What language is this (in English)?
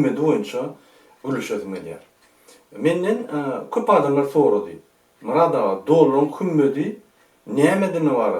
Turkmen